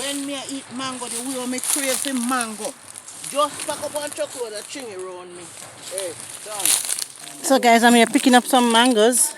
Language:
Jamaican Creole English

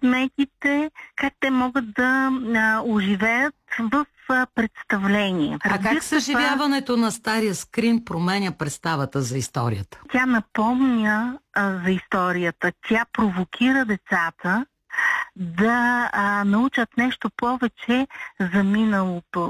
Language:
Bulgarian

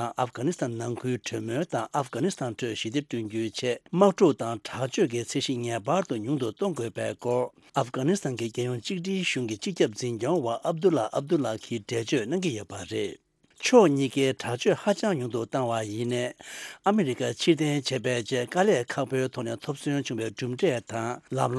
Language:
Tibetan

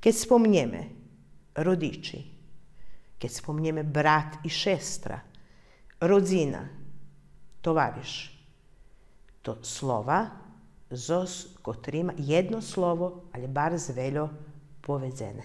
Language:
Rusyn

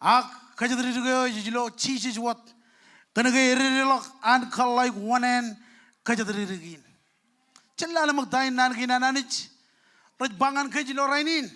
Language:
Marshallese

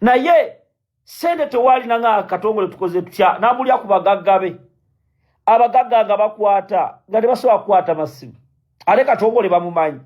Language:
Ganda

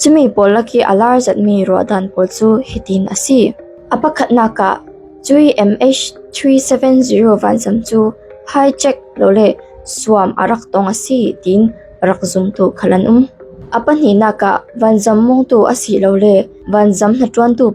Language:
Falam Chin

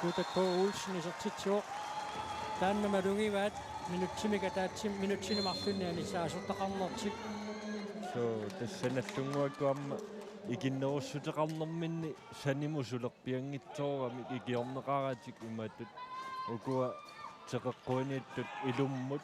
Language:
Kalaallisut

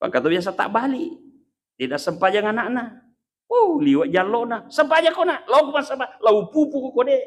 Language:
Buginese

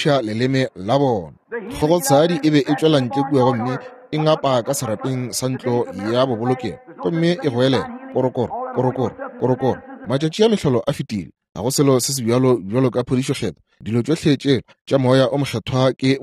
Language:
Northern Sotho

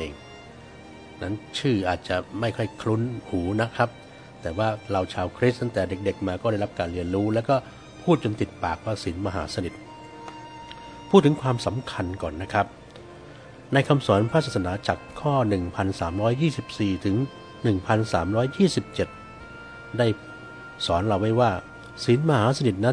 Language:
Thai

